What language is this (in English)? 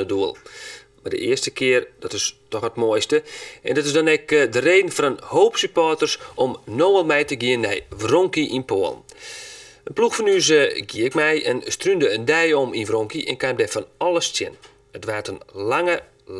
Western Frisian